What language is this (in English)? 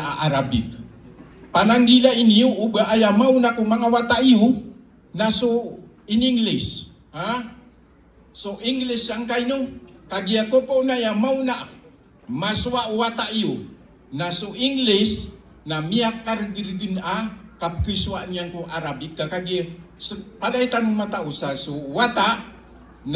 Maranao